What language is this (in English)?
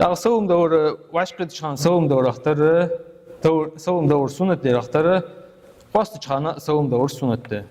Ingush